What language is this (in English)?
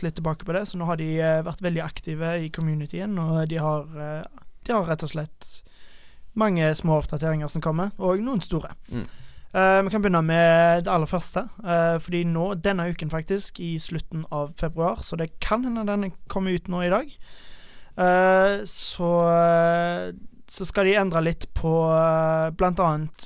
Norwegian